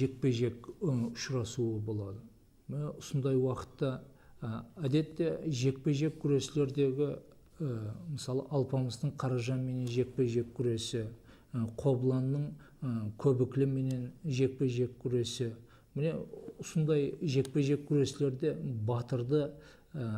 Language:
Kara-Kalpak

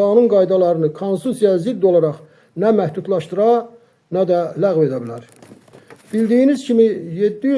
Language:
Azerbaijani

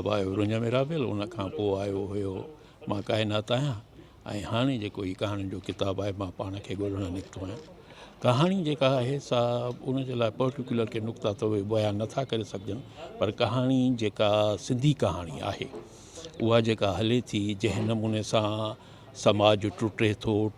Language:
Sindhi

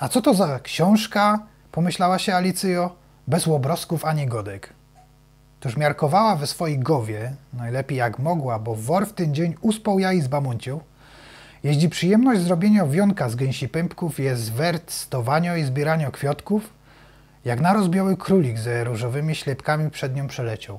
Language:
Silesian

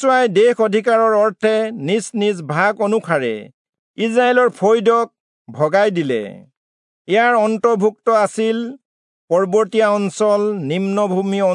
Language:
Assamese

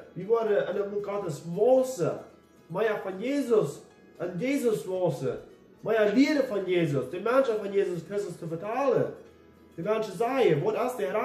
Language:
Plautdietsch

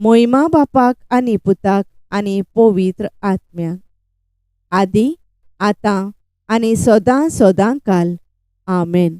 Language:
Konkani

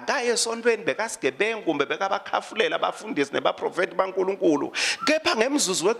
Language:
Swati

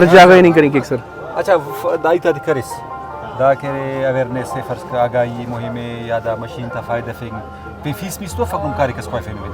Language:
Brahui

